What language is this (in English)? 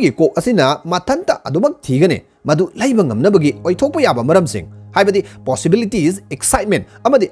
Manipuri